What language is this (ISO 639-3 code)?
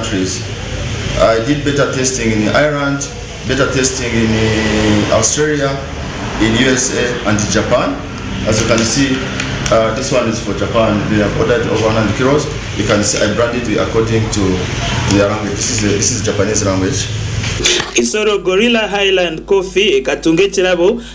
nyn